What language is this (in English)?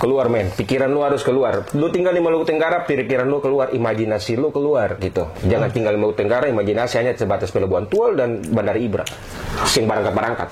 Ambonese Malay